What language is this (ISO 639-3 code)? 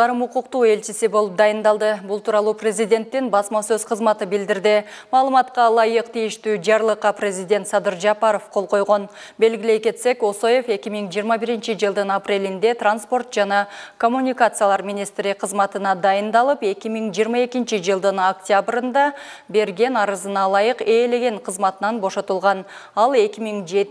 kir